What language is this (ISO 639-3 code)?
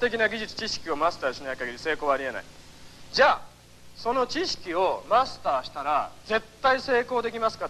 jpn